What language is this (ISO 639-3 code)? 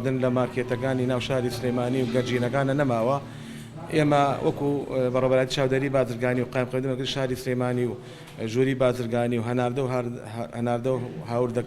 ckb